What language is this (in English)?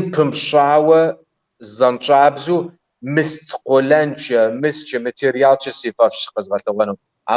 Kabardian